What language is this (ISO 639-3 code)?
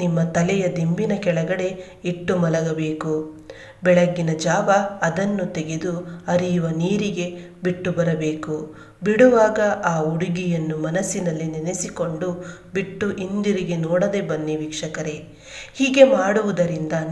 kan